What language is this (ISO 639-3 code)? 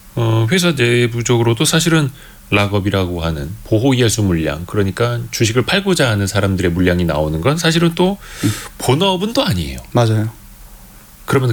kor